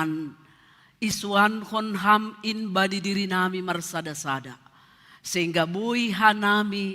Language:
Batak Simalungun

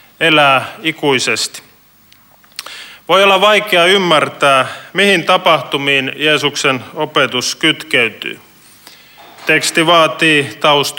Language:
Finnish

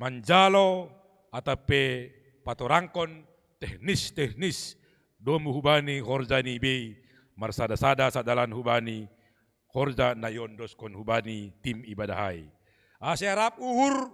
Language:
Batak Simalungun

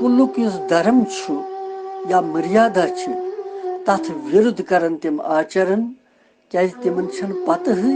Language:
Kashmiri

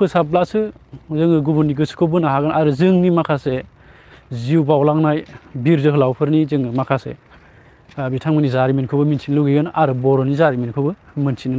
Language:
Bodo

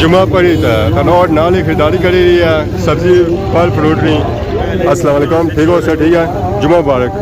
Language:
Pahari-Potwari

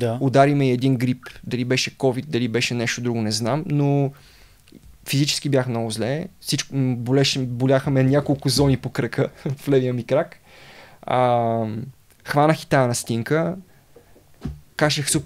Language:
Bulgarian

